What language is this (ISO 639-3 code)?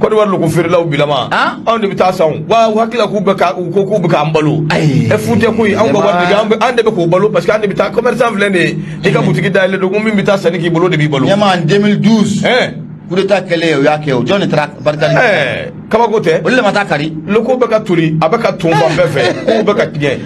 bam